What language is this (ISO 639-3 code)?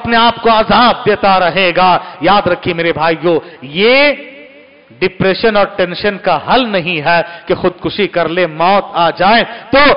urd